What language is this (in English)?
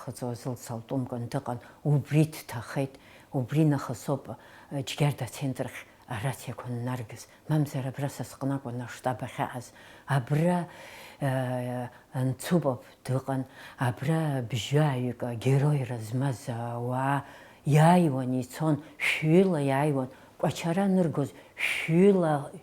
Abkhazian